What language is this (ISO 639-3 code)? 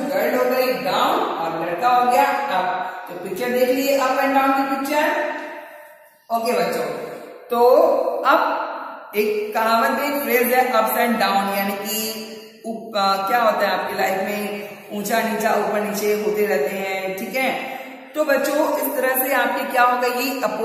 hin